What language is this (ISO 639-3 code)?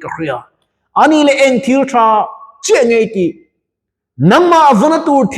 lus